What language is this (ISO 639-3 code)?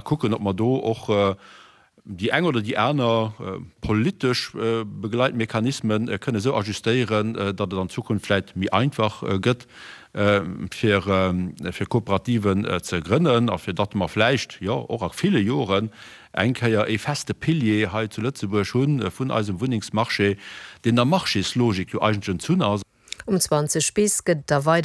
ltz